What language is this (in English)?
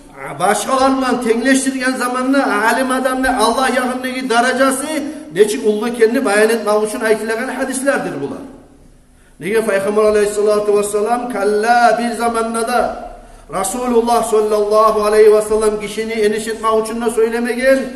Kumyk